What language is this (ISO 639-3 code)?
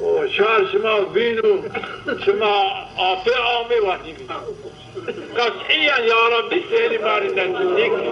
zza